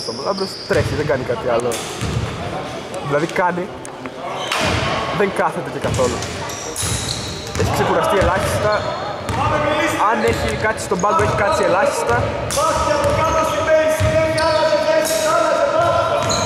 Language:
Greek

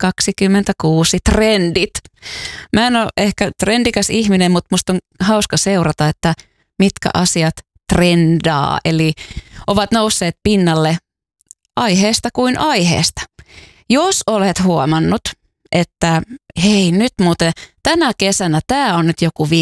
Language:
Finnish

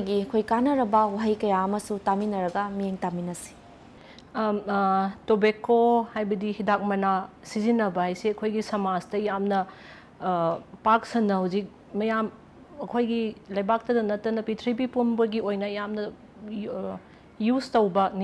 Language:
Manipuri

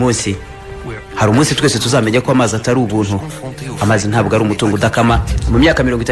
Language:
Kinyarwanda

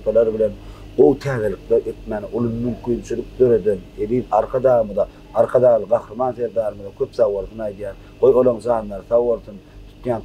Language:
Turkmen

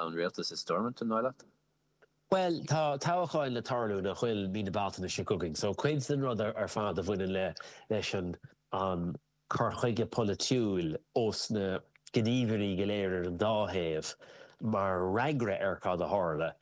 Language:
Irish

